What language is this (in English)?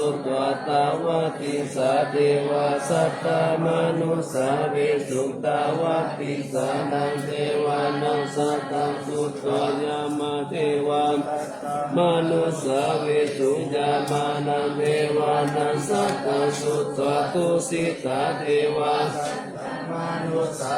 Pali